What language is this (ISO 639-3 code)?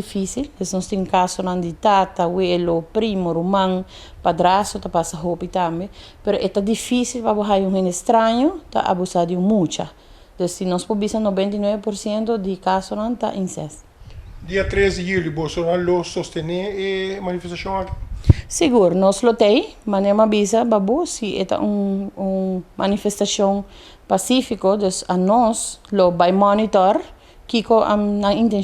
pap